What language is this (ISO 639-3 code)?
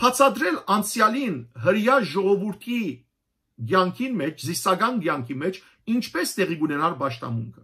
hyw